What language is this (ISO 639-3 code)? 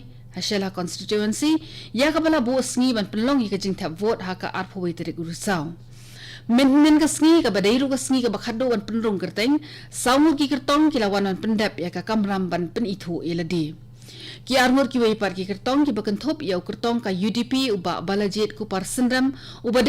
kha